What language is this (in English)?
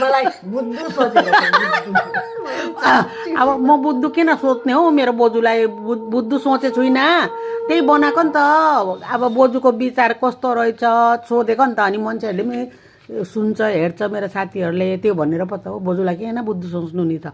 Nepali